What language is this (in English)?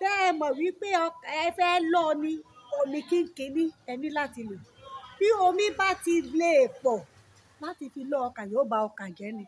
Yoruba